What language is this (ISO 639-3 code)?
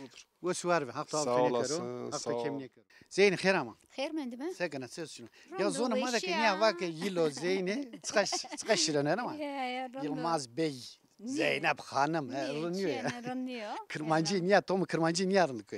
zza